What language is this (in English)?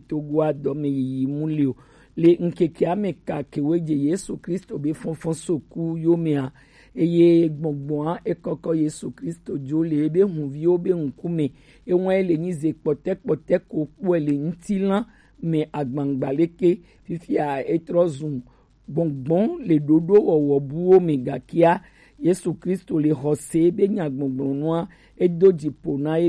Gen